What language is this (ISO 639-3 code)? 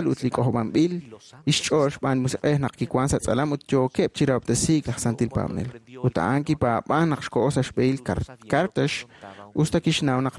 kek